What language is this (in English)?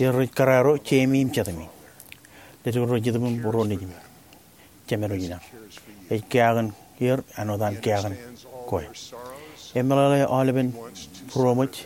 Marshallese